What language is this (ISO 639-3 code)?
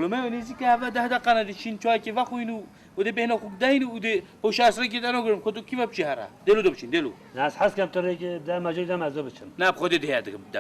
kur